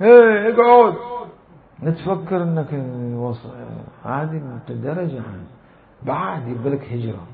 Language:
Mesopotamian Arabic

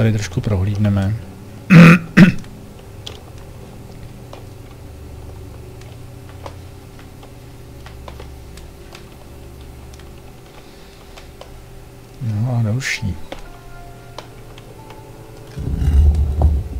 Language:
Czech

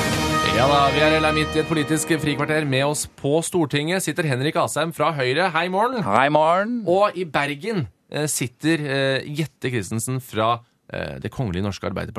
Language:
Norwegian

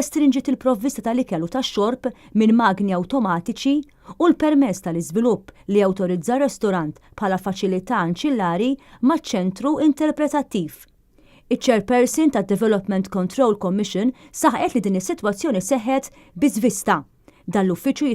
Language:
Maltese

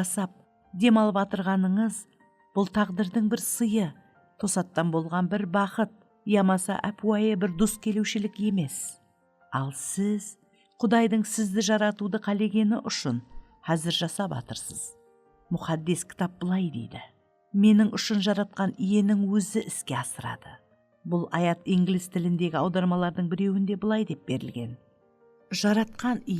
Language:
Kara-Kalpak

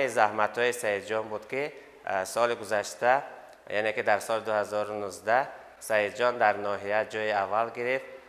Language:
Tajik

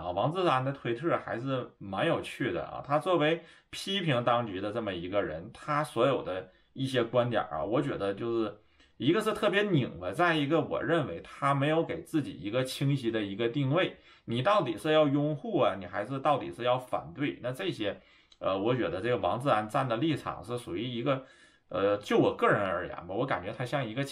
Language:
Chinese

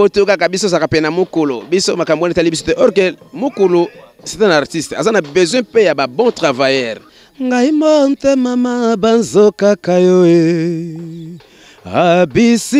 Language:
Lingala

